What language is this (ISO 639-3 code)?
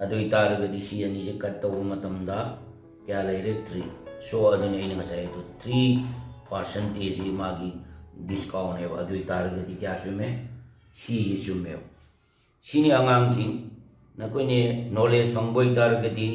mni